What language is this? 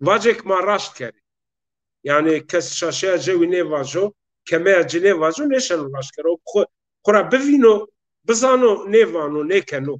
Zaza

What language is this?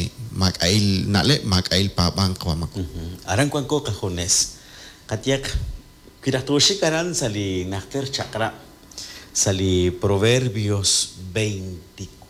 Kekchí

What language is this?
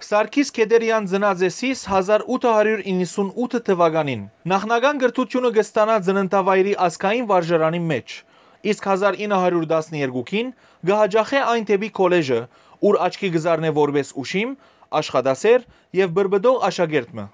Western Armenian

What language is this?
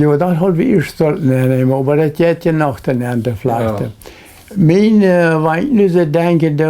Plautdietsch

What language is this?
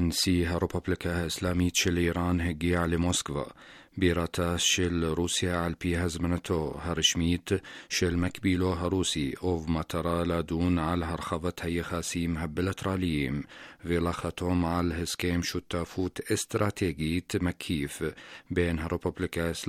Hebrew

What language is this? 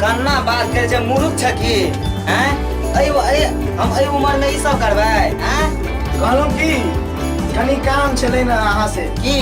Maithili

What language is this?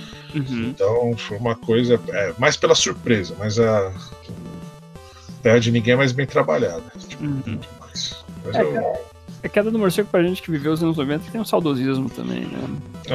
Portuguese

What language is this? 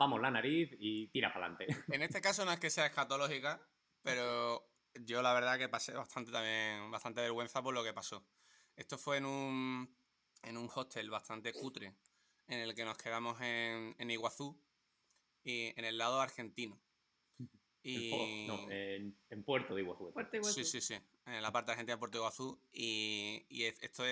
Spanish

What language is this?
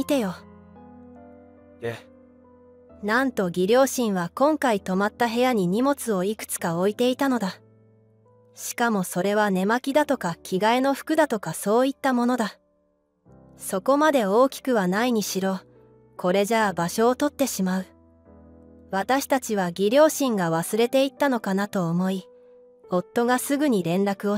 Japanese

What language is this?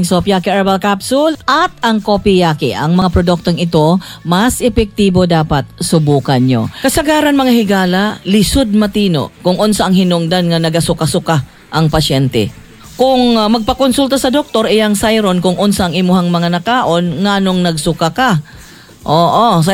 Cebuano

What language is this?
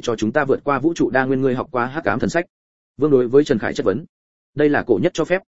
Vietnamese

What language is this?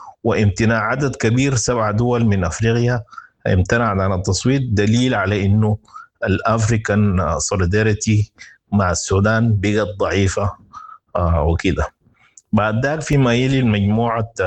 Sudanese Arabic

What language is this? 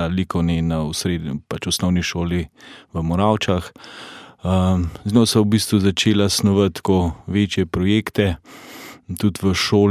Slovenian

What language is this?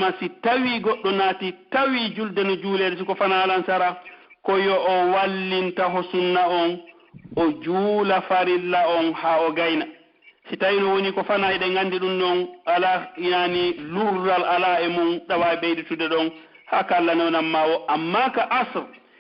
Pular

